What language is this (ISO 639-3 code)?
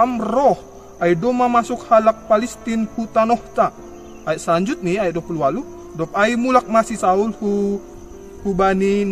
bts